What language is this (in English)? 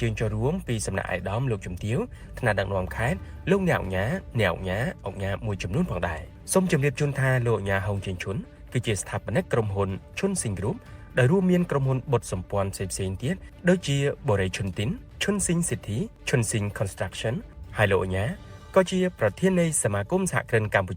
Khmer